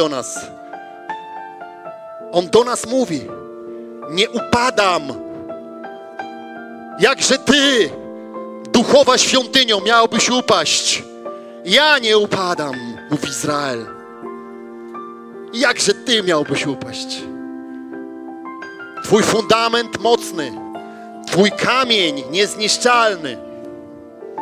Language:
Polish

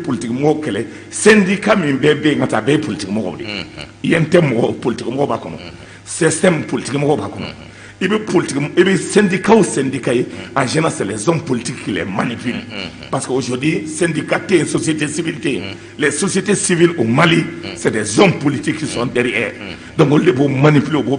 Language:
Bambara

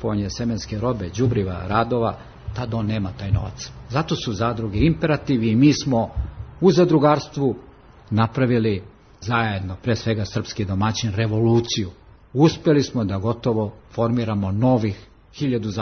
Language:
Serbian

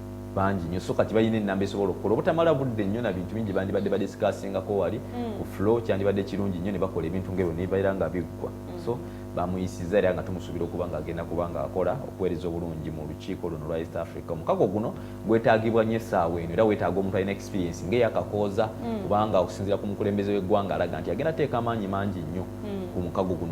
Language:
Ganda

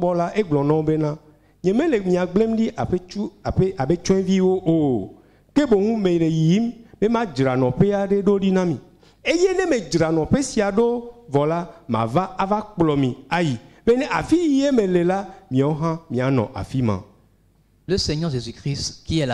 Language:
Ewe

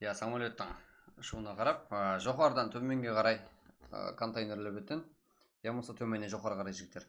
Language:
Kara-Kalpak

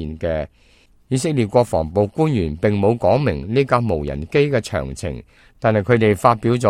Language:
Cantonese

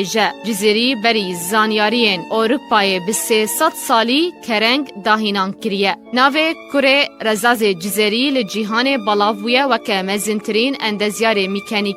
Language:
Kurdish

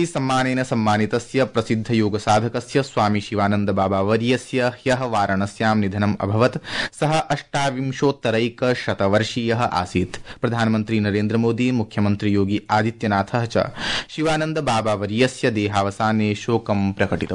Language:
Sanskrit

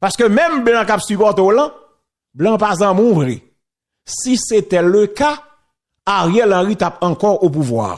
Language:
Haitian Creole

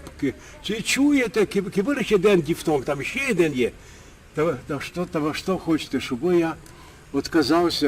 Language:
Rusyn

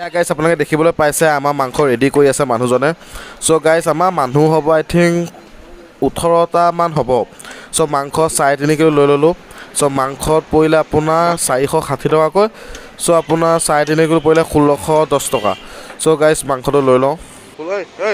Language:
Assamese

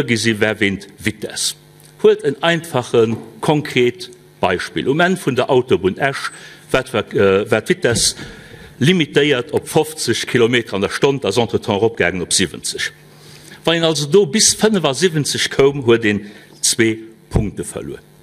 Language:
Luxembourgish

